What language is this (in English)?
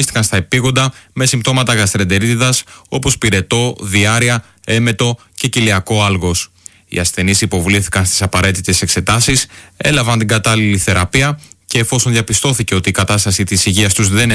Greek